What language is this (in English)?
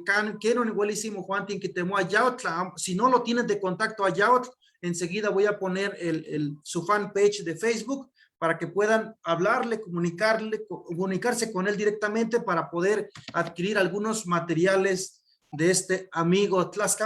Eastern Huasteca Nahuatl